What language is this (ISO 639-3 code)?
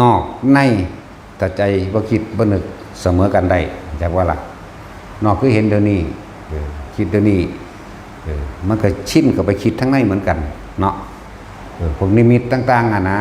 tts